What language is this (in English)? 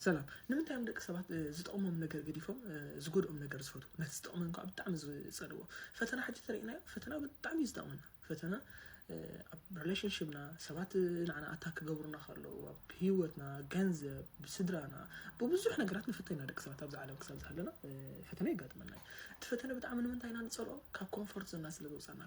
Tigrinya